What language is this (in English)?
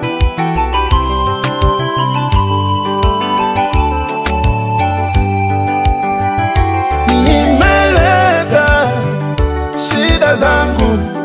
Swahili